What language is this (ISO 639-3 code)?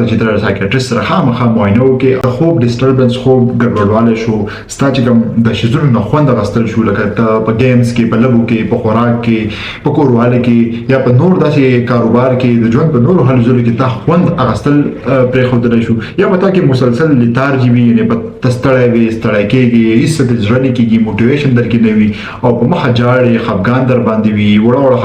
pus